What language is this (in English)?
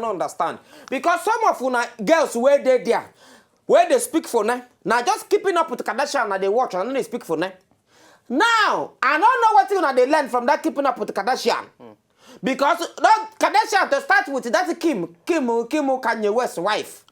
Nigerian Pidgin